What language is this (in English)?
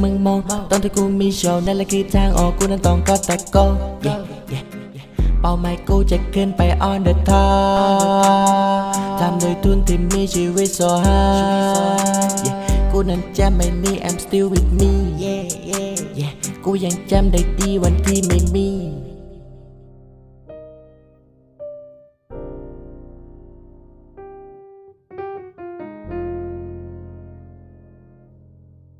Thai